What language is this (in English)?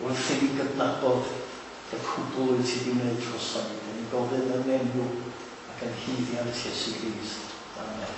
Welsh